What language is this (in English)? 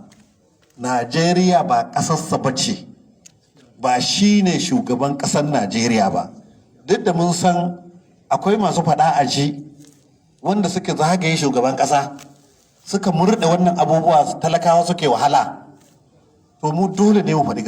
Hausa